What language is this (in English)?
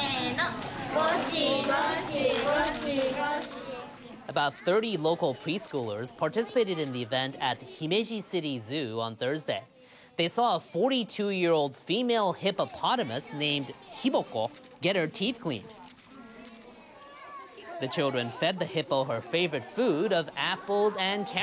English